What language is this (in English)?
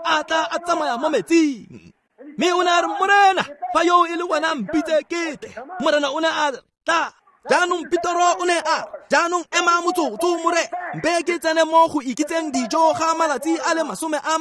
Tswana